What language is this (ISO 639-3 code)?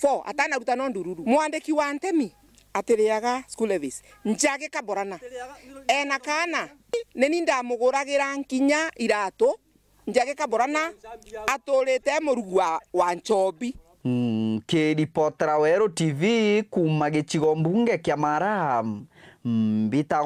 mer